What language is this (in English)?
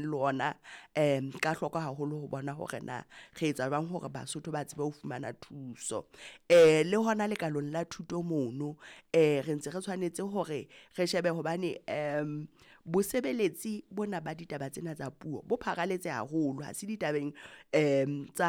Southern Sotho